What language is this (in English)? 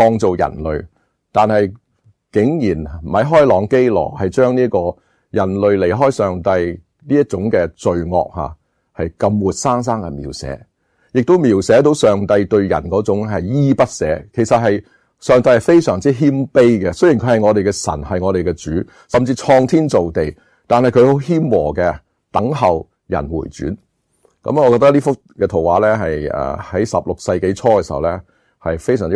Cantonese